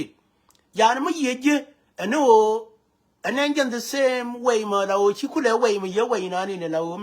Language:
Nuer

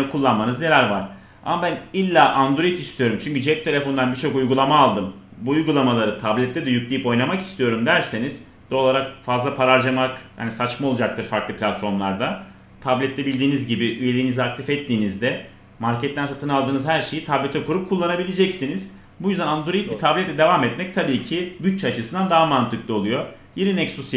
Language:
Turkish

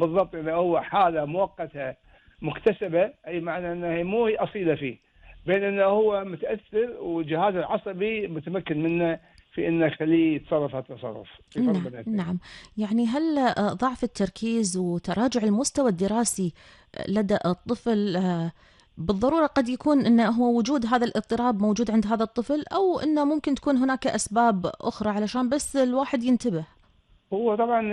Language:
Gulf Arabic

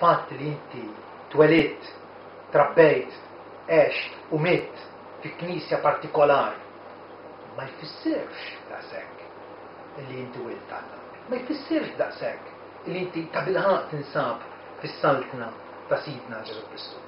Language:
Maltese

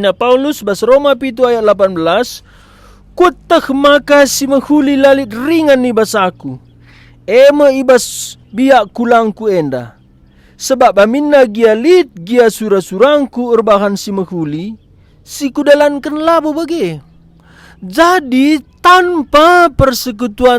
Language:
Batak Karo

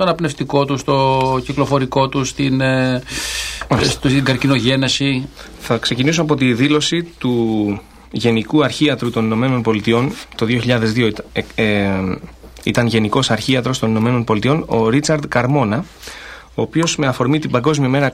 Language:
Greek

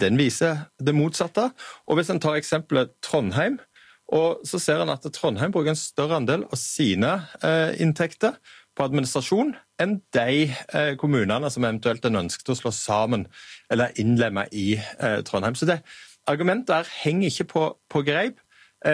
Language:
Norwegian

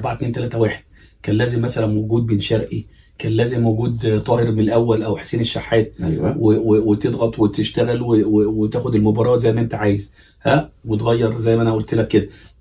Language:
Egyptian Arabic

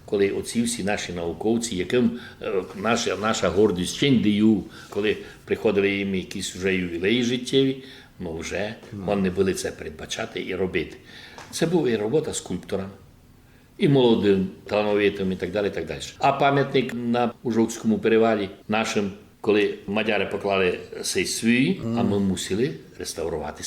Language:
Rusyn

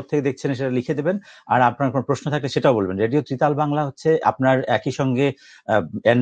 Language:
Bangla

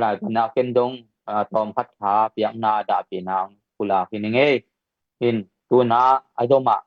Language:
Tedim Chin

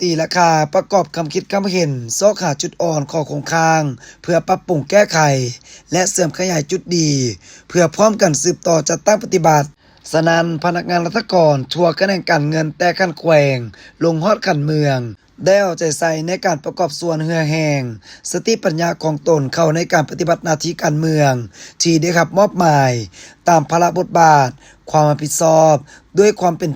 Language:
Lao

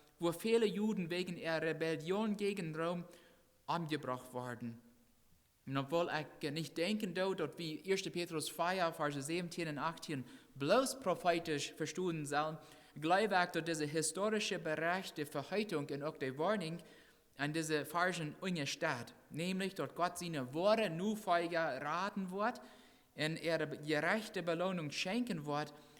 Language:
Plautdietsch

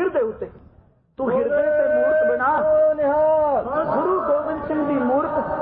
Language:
Punjabi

